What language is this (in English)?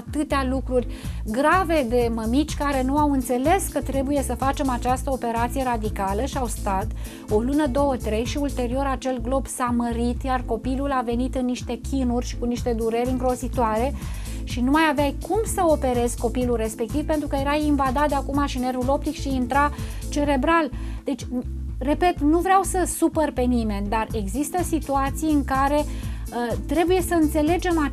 Romanian